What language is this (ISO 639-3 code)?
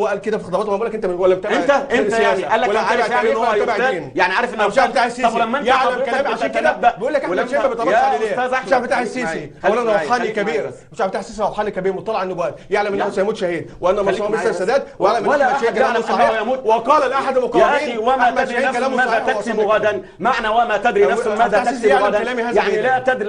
arz